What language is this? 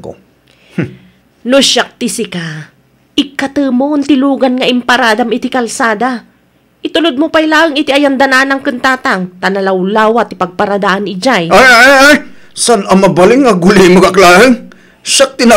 Iloko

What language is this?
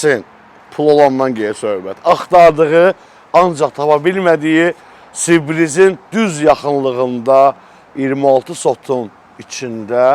Azerbaijani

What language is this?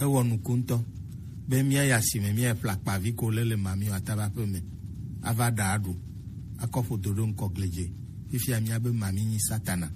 Gen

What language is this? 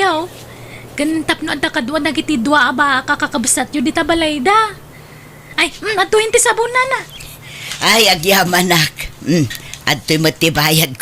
Iloko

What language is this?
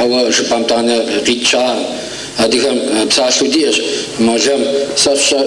Kabardian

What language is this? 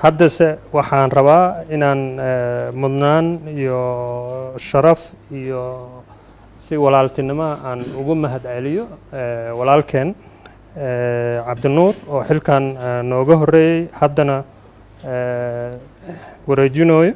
Somali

